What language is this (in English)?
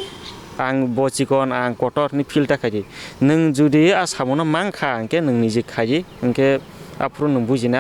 Kok Borok